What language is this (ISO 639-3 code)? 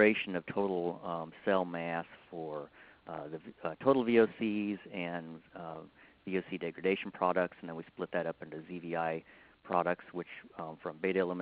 eng